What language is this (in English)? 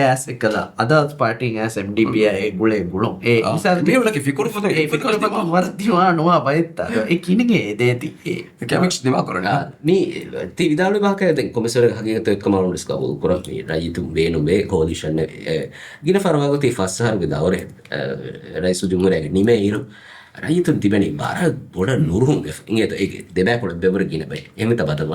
Divehi